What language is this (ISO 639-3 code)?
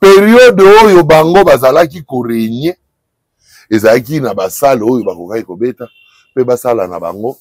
lin